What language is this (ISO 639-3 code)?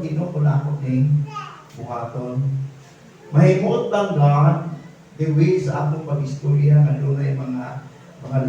ceb